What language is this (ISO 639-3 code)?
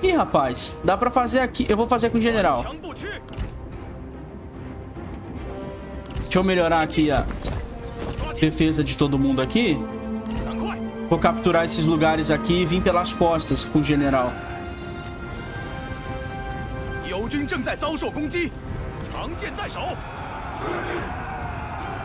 por